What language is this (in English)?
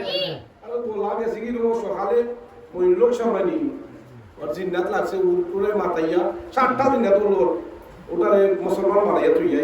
Sylheti